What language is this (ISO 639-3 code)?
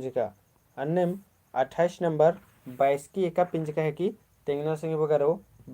kru